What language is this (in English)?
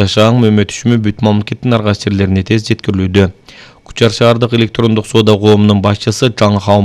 Kyrgyz